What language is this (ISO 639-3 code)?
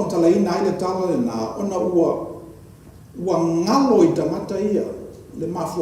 smo